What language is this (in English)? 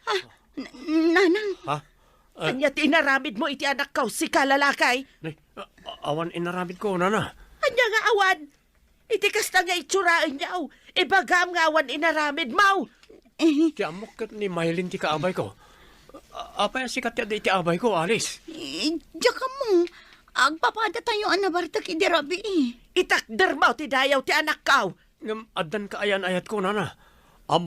Iloko